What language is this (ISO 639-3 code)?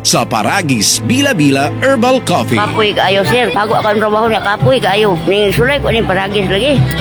ceb